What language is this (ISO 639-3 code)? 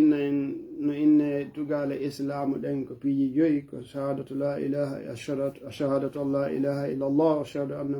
ful